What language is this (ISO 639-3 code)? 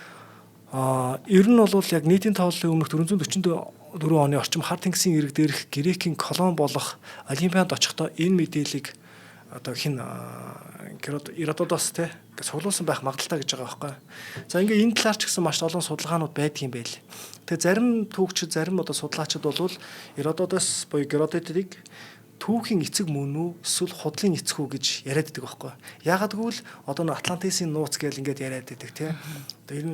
mon